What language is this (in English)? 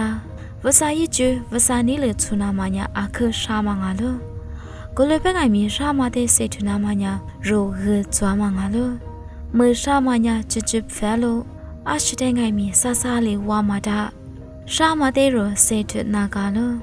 Lisu